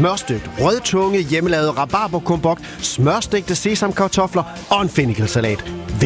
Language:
Danish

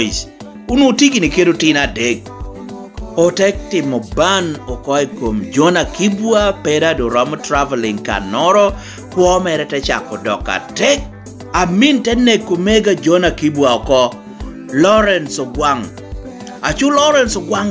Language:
Lango (Uganda)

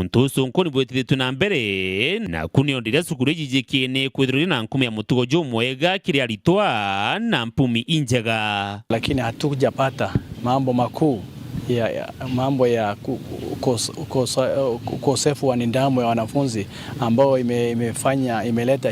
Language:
Meru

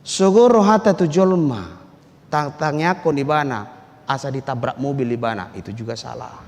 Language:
Batak Toba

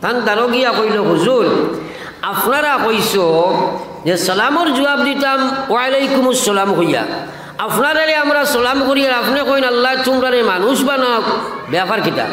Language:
Sylheti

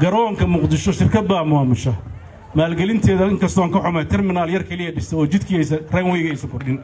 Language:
Somali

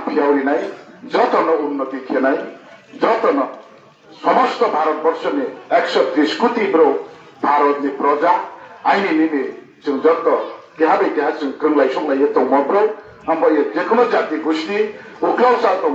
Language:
Riang (India)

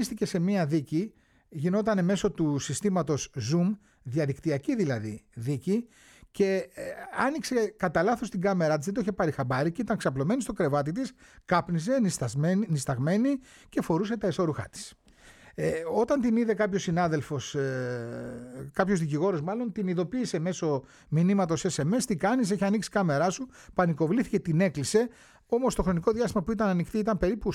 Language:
Greek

